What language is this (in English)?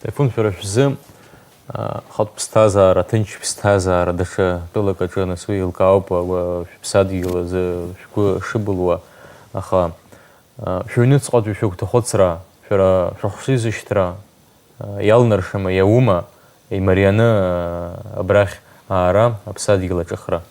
Abkhazian